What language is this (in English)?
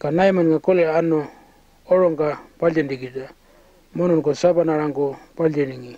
Pitjantjatjara